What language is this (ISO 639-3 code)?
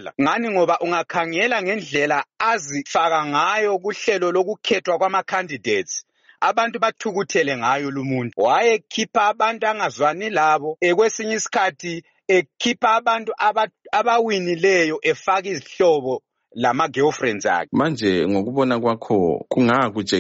nde